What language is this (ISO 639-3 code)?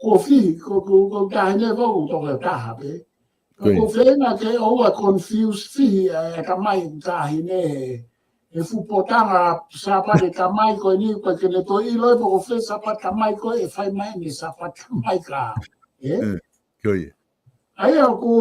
ton